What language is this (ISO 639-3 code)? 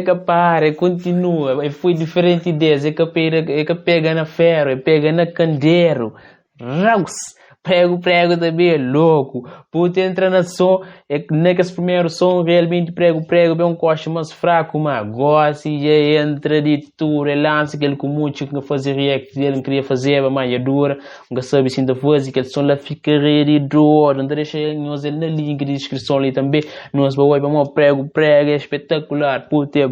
kea